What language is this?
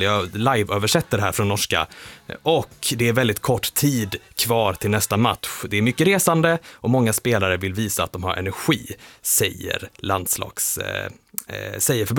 Swedish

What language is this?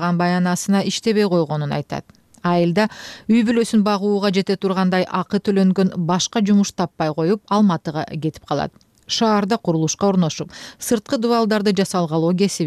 Kyrgyz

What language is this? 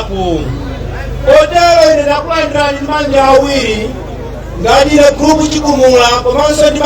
Nyanja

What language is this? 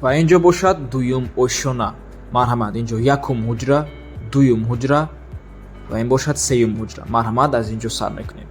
Tajik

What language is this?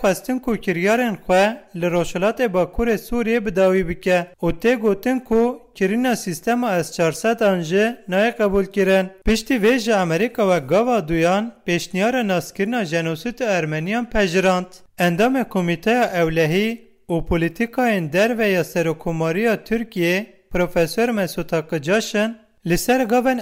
Kurdish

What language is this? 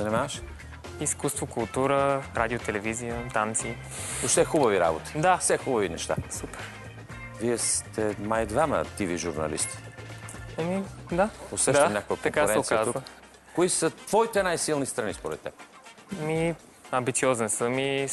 Bulgarian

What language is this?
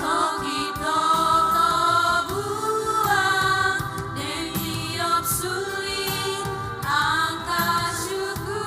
Ambonese Malay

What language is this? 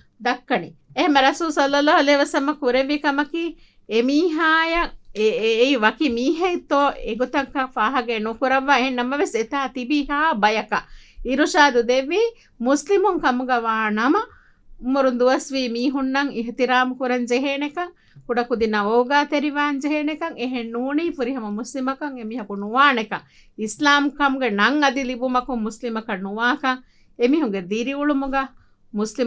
Divehi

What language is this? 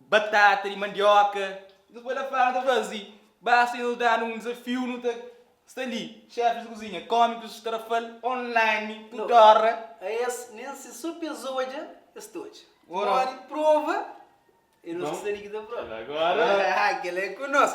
Kabuverdianu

